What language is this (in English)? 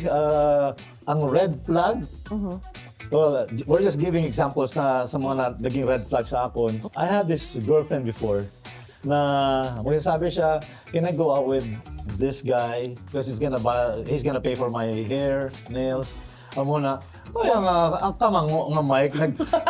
Hiligaynon